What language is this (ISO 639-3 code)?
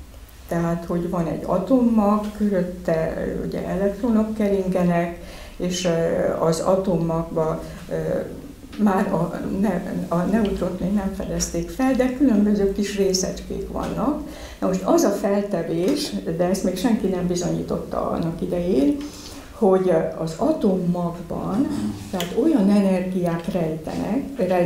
hun